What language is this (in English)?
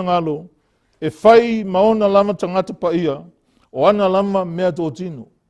Samoan